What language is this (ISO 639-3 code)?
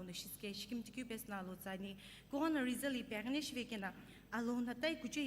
nsm